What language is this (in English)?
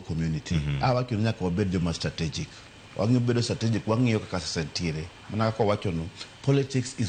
Luo (Kenya and Tanzania)